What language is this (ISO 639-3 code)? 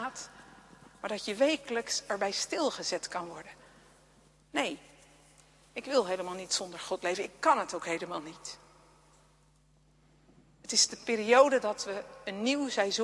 nld